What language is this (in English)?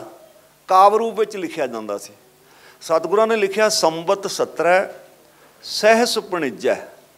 Punjabi